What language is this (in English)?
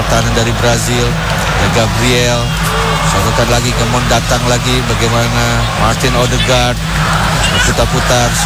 Indonesian